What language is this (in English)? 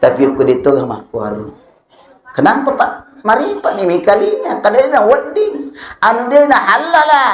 Buginese